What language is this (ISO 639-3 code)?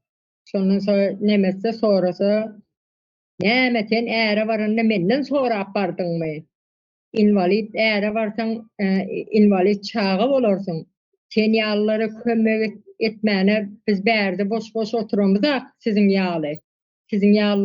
tuk